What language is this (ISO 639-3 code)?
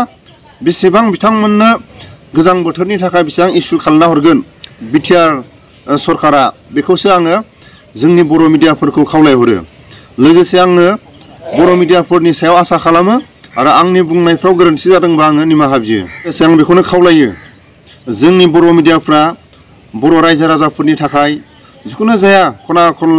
brx